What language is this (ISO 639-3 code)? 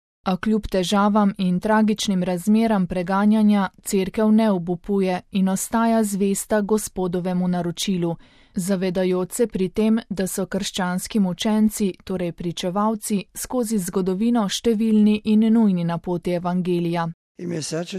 slv